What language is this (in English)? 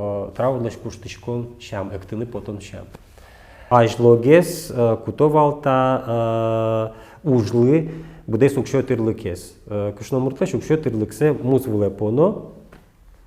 Udmurt